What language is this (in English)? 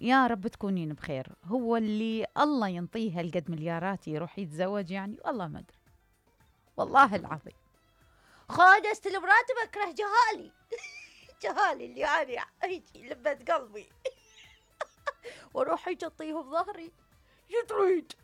Mesopotamian Arabic